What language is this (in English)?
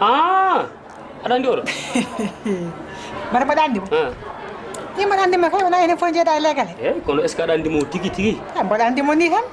Fula